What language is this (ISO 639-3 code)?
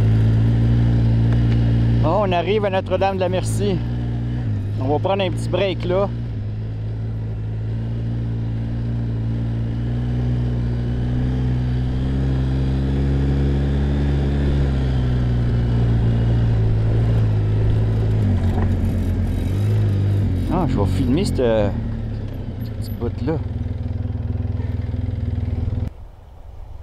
fra